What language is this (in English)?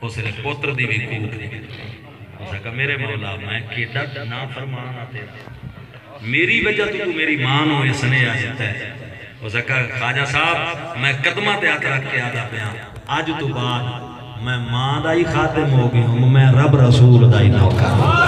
Saraiki